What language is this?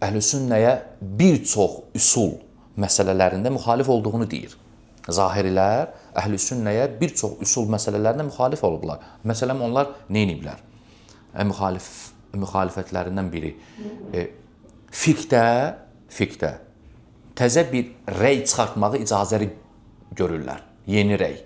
Azerbaijani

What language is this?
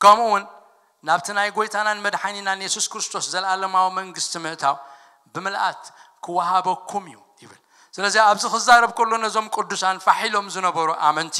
Tigrinya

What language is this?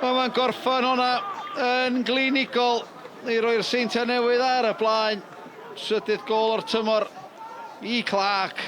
Welsh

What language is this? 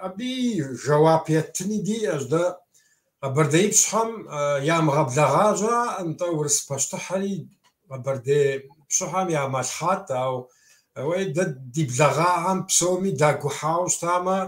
Kabardian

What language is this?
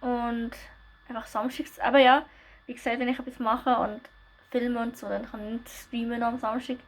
Swiss German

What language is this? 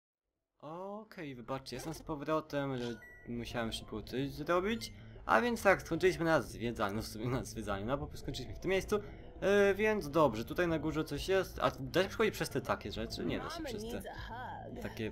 Polish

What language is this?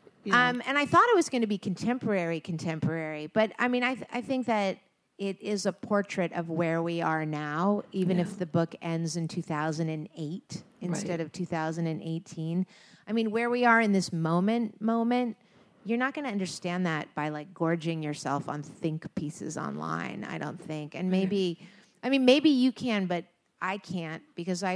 English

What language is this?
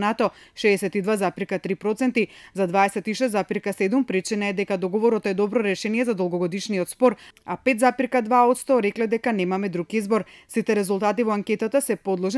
Macedonian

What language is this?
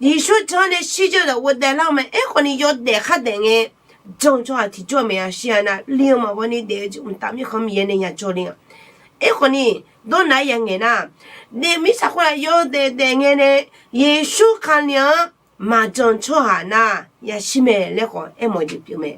Akha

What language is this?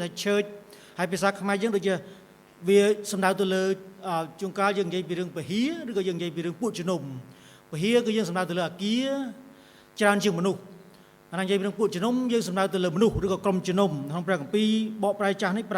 Khmer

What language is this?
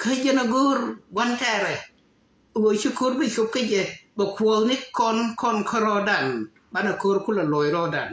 Nuer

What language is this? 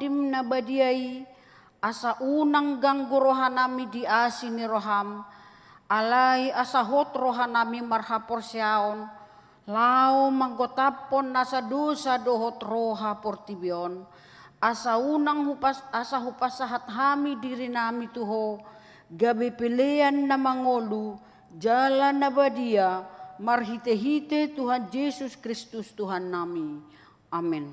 Batak Toba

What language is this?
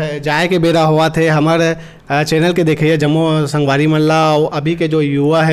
Chhattisgarhi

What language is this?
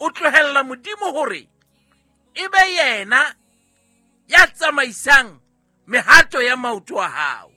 Southern Sotho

